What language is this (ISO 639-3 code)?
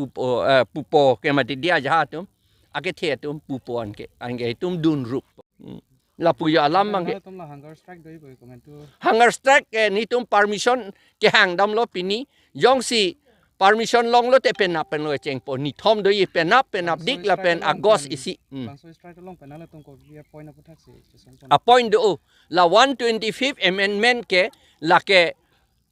mjw